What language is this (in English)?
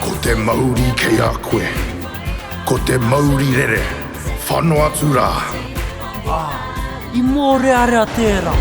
Māori